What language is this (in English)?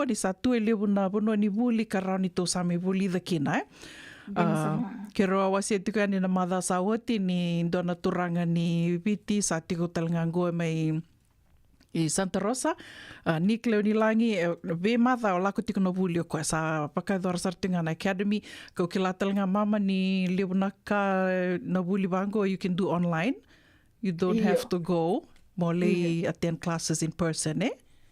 Fijian